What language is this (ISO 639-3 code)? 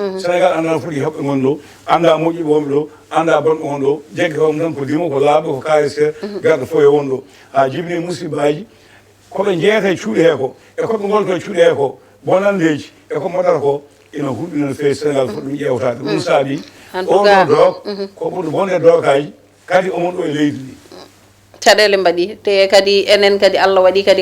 ful